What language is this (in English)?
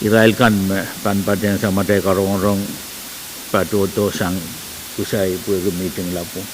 Pohnpeian